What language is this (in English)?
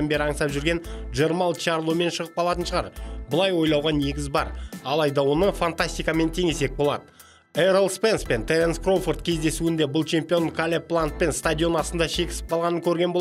Kazakh